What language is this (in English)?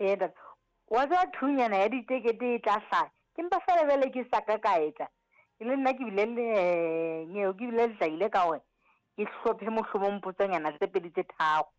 Southern Sotho